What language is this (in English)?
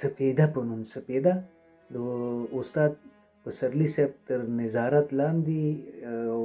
Pashto